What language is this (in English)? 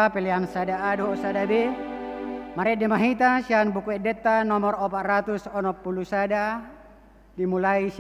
Batak Toba